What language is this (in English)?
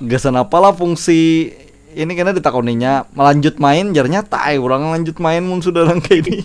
Banjar